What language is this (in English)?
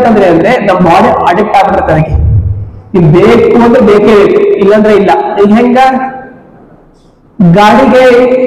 Kannada